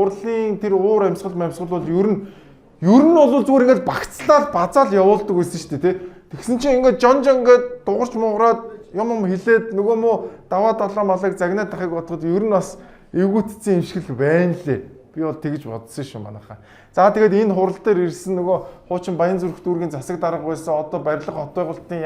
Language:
Mongolian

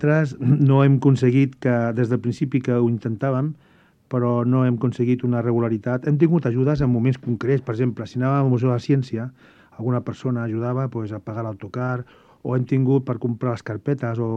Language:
Catalan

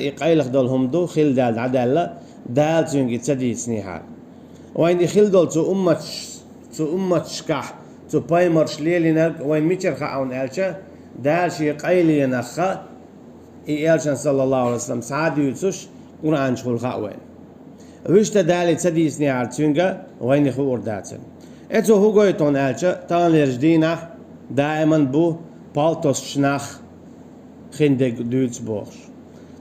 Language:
Chechen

